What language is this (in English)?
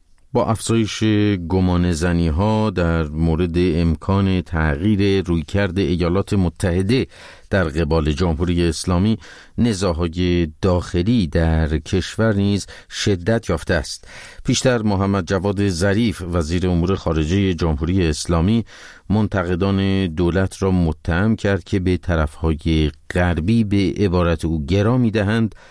Persian